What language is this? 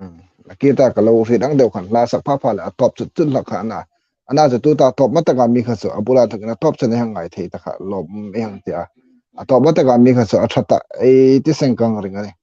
Hmar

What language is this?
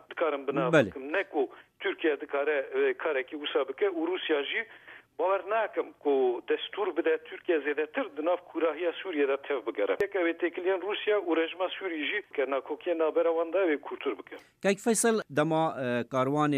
Kurdish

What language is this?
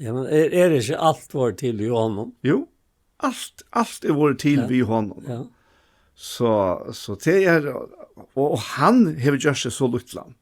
Faroese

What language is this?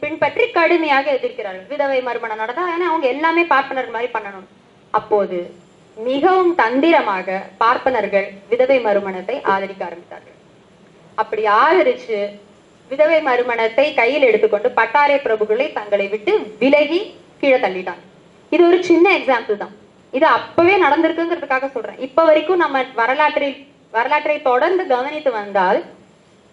Tamil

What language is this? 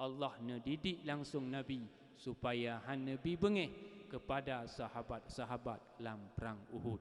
Achinese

